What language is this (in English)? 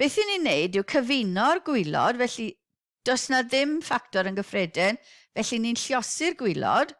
Welsh